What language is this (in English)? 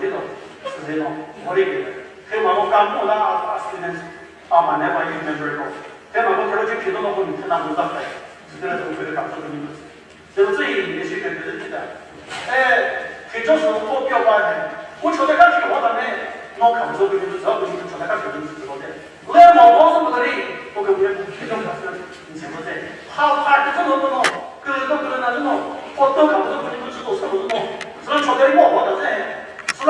Chokri Naga